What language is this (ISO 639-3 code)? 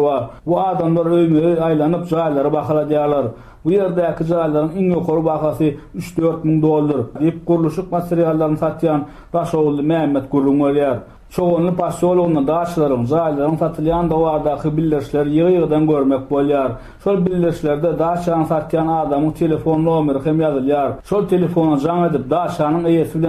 tuk